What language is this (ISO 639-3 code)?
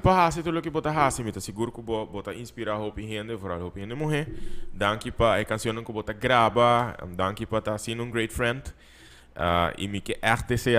pap